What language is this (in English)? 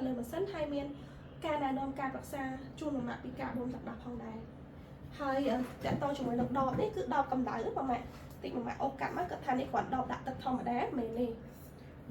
Khmer